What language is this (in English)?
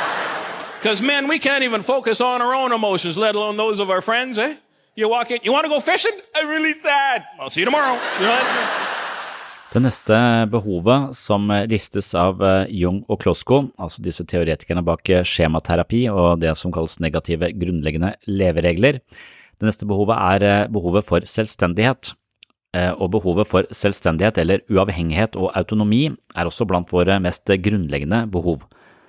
Norwegian